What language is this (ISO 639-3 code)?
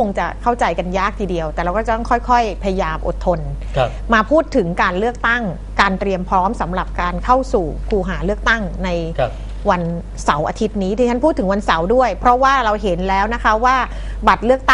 tha